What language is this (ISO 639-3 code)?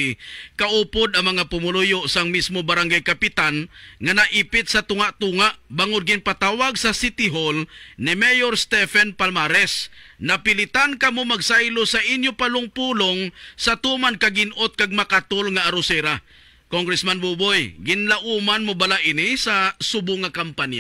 hil